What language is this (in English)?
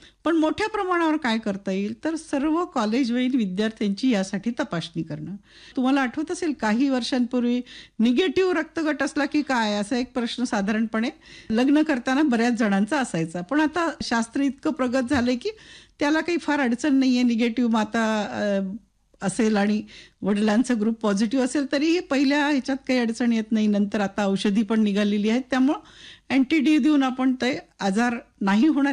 Marathi